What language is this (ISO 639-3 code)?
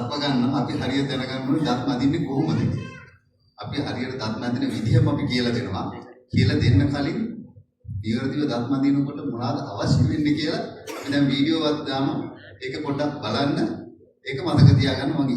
sin